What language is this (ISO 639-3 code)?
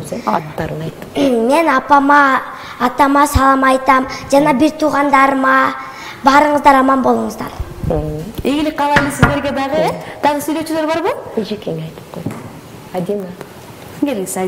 kir